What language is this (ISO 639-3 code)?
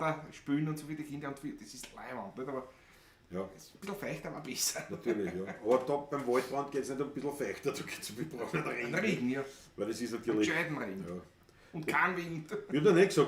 bar